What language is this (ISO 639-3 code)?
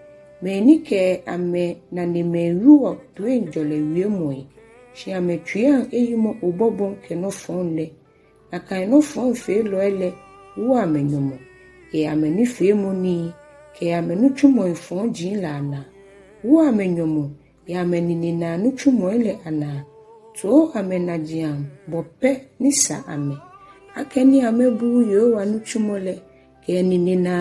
gaa